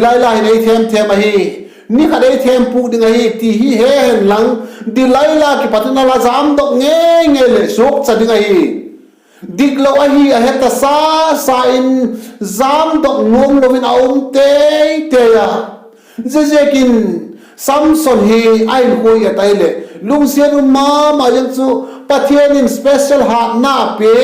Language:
Vaiphei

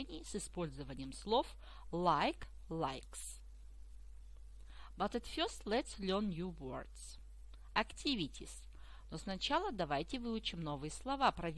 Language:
Russian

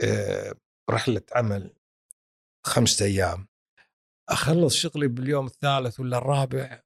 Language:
Gulf Arabic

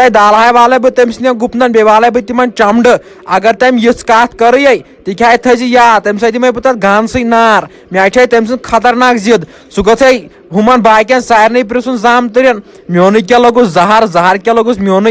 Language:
Kashmiri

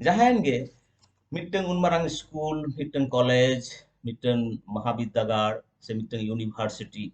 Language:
Santali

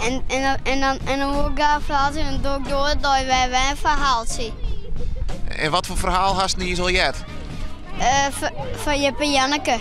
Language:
Western Frisian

